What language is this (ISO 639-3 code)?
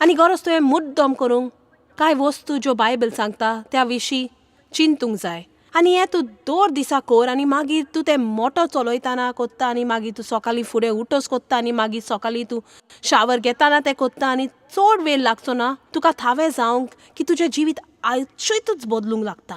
kok